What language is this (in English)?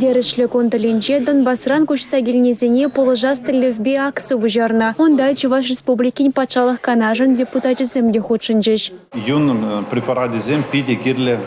Chuvash